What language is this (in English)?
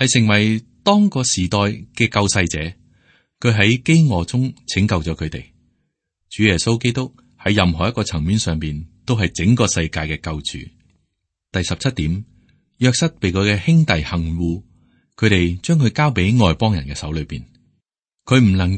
Cantonese